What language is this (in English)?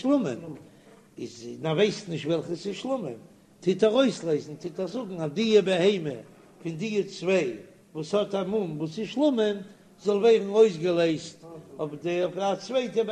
Yiddish